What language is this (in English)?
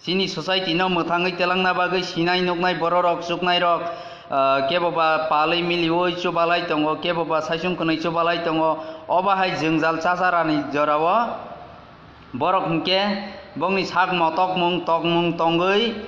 Kok Borok